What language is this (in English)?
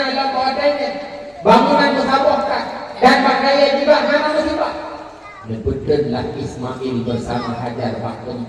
Achinese